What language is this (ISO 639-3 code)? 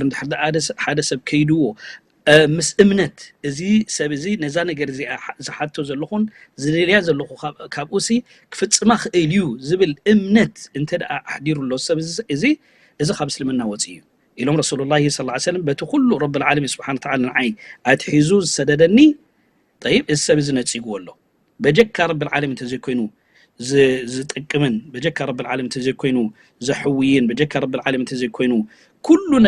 tir